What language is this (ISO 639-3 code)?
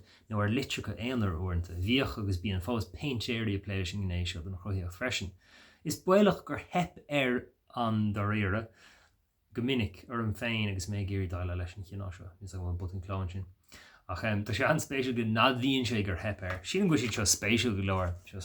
gle